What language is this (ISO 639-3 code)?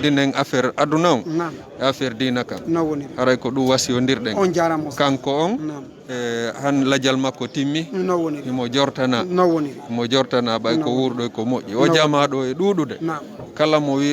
ful